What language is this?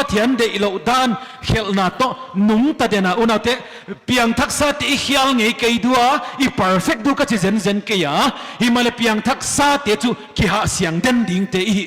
Paite Chin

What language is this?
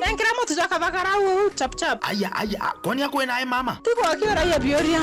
Meru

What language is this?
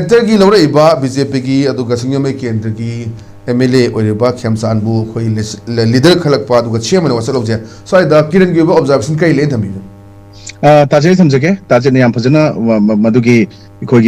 Manipuri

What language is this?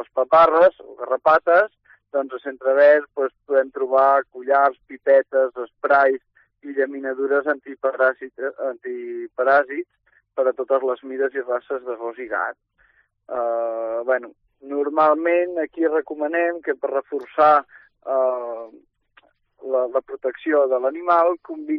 Catalan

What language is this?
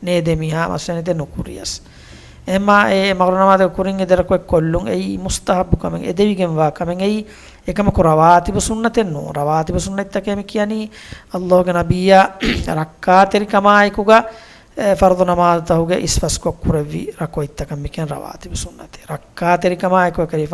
Divehi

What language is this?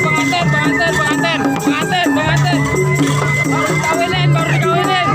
Betawi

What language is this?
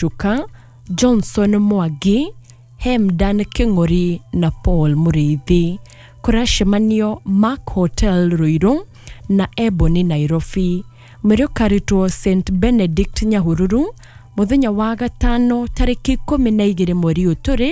Kikuyu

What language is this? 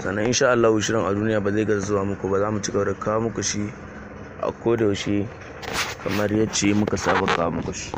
Hausa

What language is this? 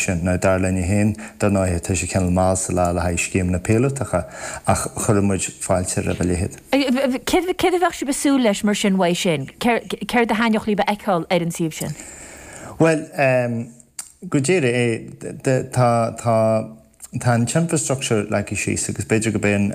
Irish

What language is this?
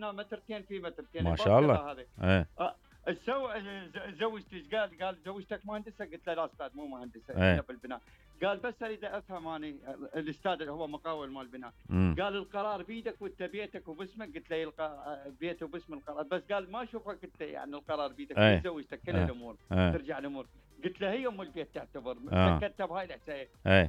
Mesopotamian Arabic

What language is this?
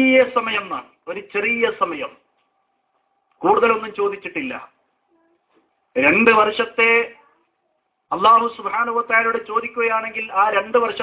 Malayalam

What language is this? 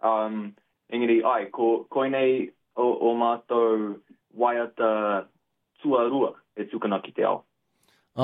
Māori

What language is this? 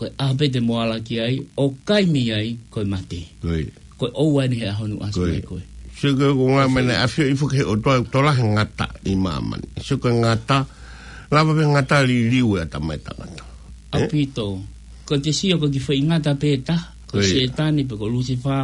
Tongan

